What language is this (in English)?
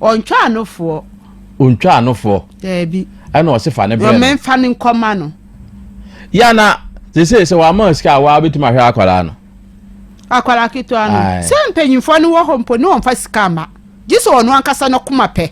Akan